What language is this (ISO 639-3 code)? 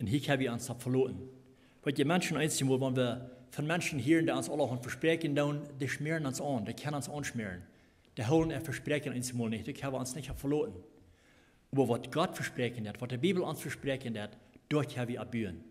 pdt